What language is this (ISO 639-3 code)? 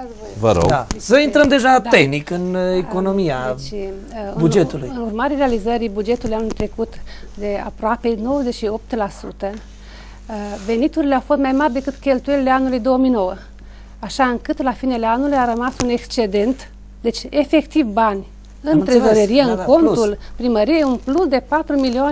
ron